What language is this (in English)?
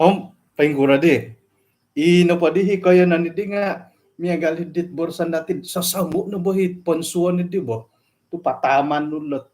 Central Dusun